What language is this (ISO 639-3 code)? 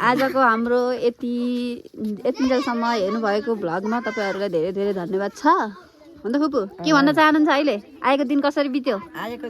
nep